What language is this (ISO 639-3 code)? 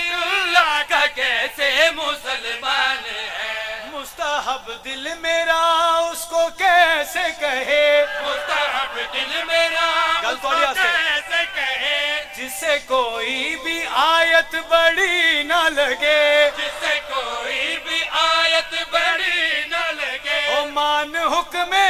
phr